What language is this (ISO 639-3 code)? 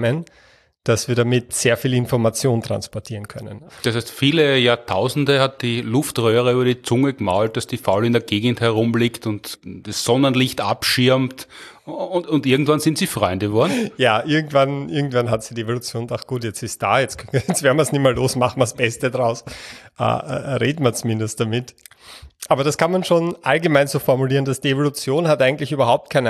deu